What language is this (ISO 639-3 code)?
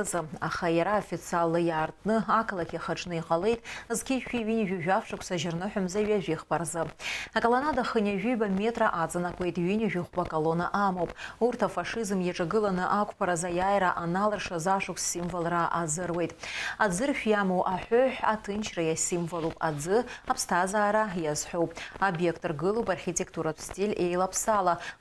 abk